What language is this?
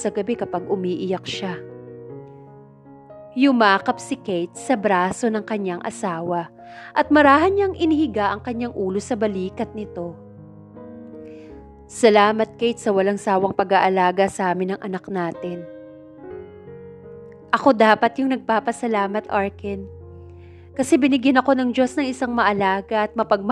Filipino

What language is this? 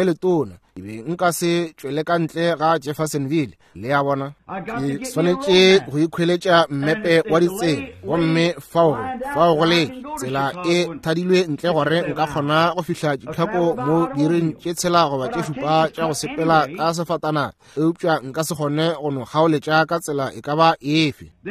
Northern Sotho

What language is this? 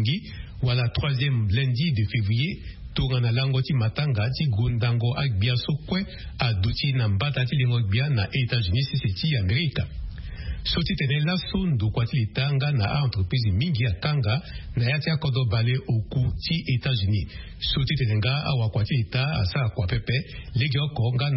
Sango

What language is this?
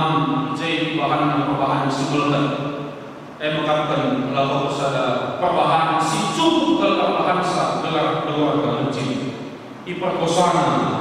Batak Karo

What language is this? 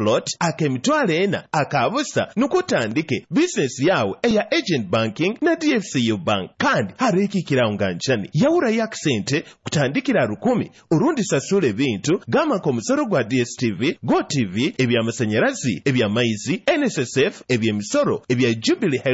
Nyankole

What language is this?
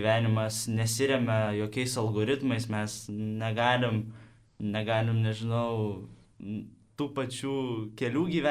Lithuanian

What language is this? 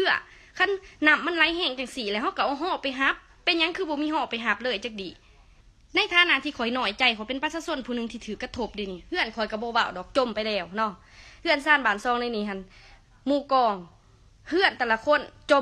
Lao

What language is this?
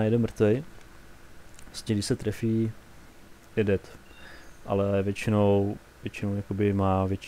Czech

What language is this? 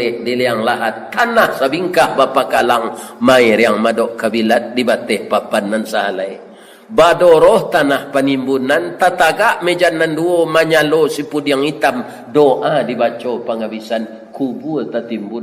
Minangkabau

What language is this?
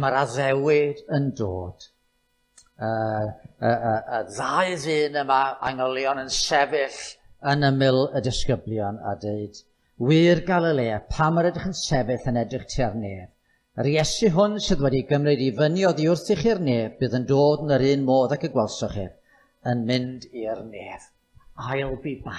Welsh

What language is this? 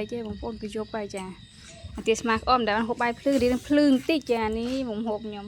Khmer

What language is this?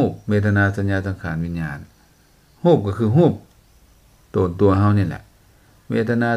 Lao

